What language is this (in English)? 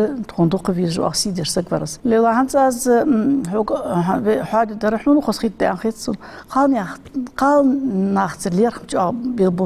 Ingush